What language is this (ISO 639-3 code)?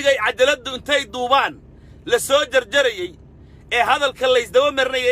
som